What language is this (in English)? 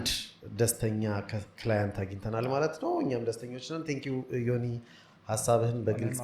Amharic